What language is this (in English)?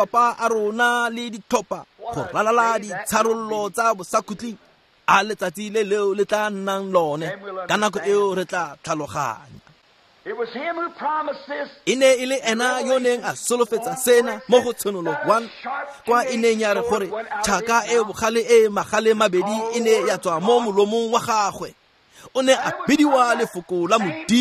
Tswana